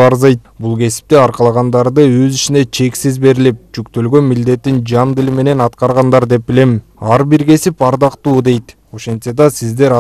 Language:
Kyrgyz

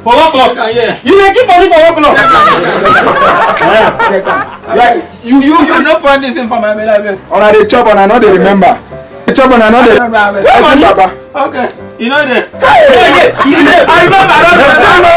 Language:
Nigerian Pidgin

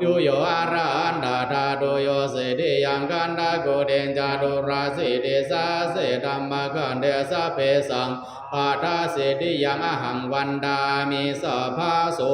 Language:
Pali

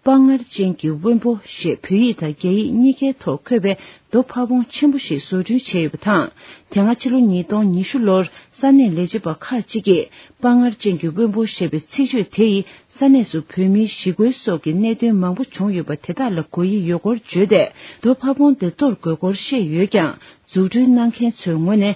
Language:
Tibetan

